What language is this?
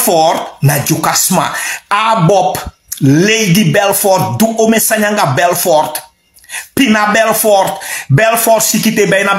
Sranan Tongo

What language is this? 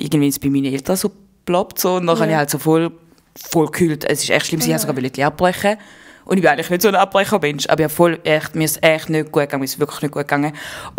Swiss German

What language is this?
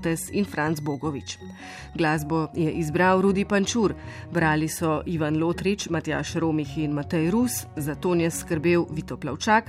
Slovenian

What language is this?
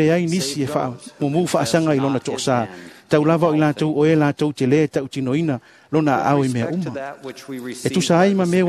Samoan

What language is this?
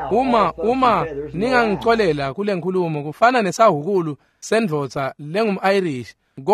Swati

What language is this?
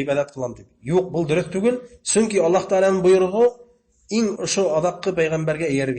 Bashkir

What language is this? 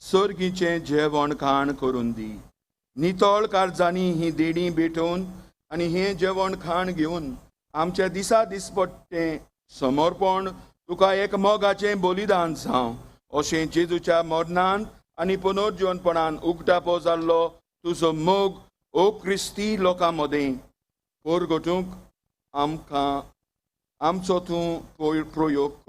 Konkani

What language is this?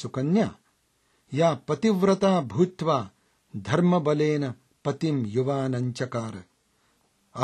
Sanskrit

